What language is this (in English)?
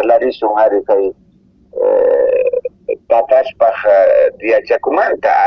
Quechua